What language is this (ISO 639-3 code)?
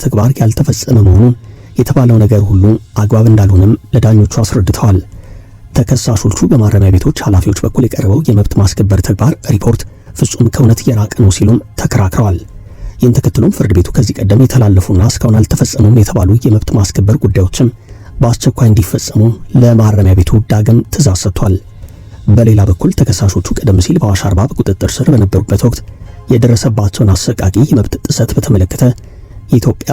amh